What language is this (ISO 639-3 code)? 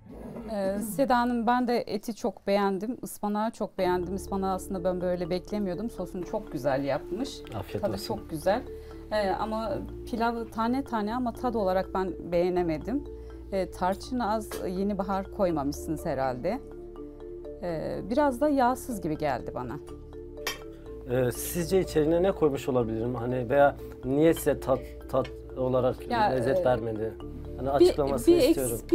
tur